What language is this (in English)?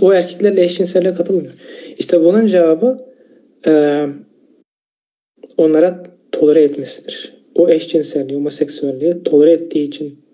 Turkish